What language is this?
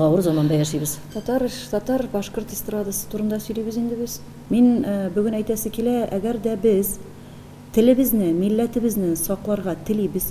Tatar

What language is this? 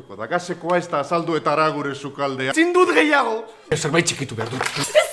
Basque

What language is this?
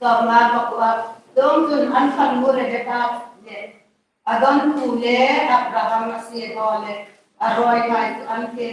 Hmar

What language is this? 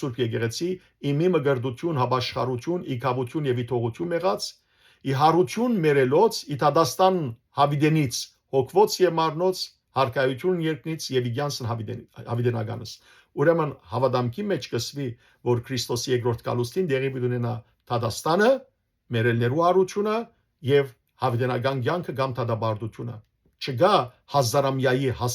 Western Armenian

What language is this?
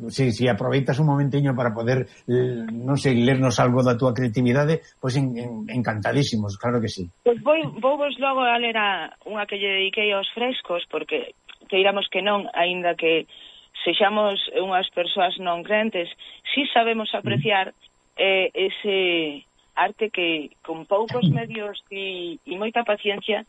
Galician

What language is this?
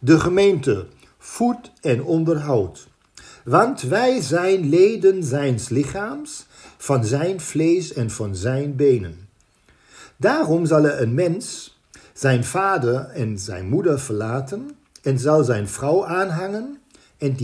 Dutch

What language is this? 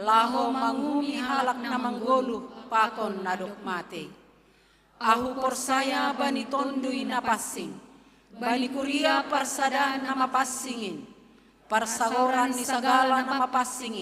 Batak Simalungun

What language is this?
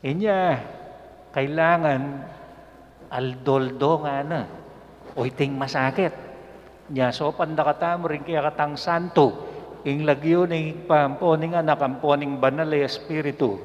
Pampanga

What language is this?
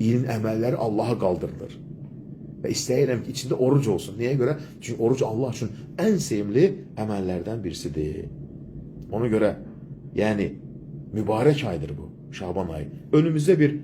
Azerbaijani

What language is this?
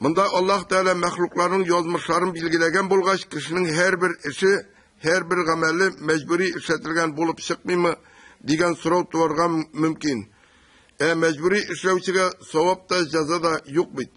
Tatar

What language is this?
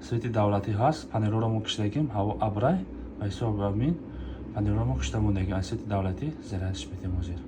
Tajik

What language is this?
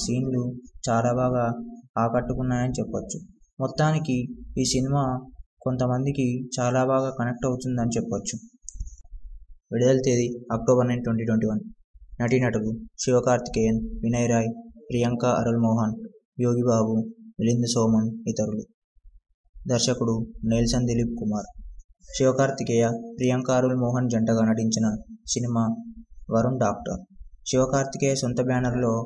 Telugu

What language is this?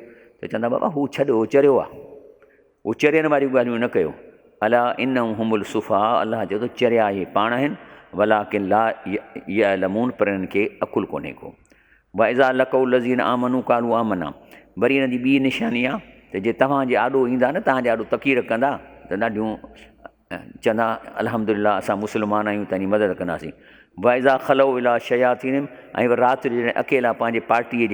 Sindhi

